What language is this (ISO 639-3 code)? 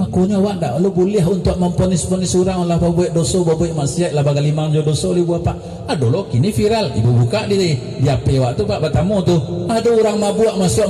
min